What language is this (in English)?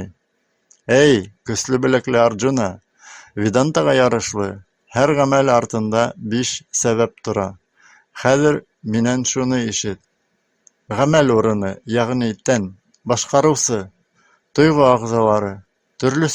Bashkir